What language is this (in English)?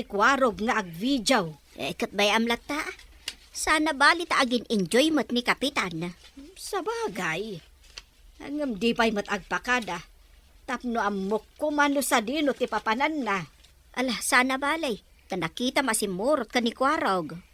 Iloko